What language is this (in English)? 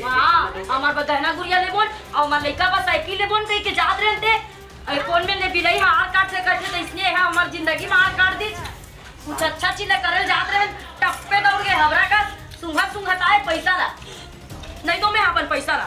Chhattisgarhi